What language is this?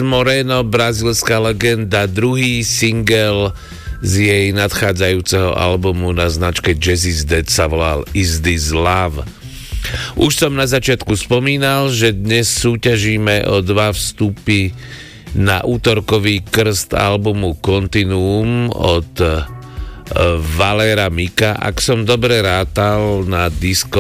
Slovak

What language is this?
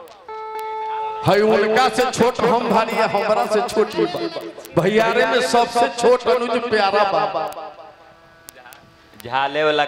Bhojpuri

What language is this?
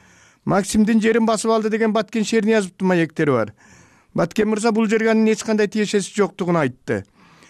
Kyrgyz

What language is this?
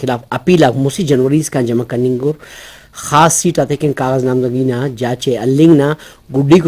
Brahui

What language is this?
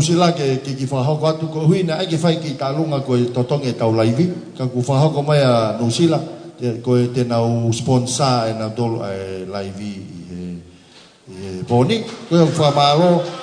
Tongan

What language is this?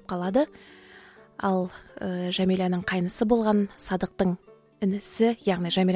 Kazakh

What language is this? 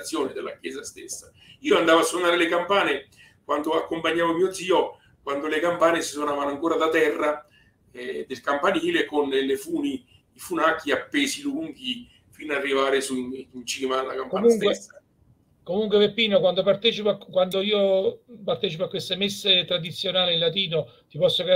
Italian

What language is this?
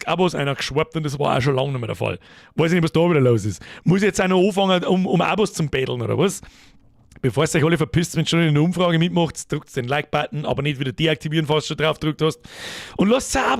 Bavarian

